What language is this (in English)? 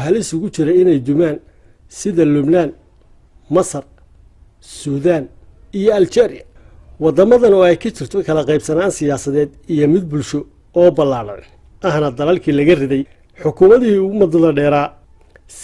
Somali